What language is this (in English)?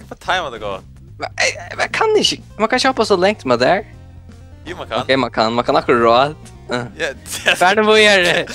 Faroese